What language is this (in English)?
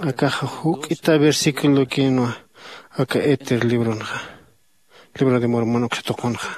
Aymara